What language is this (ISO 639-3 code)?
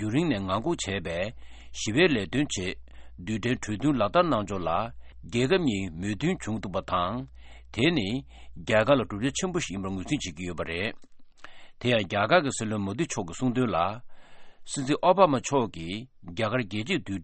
bod